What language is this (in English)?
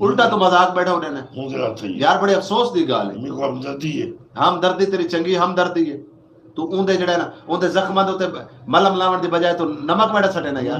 Saraiki